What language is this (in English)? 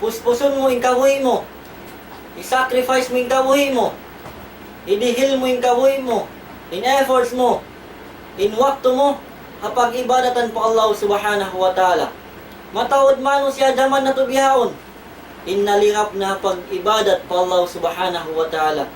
Tausug